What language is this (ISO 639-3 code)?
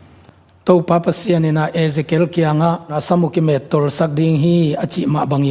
ctd